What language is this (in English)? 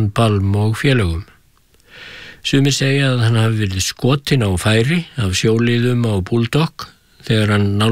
Icelandic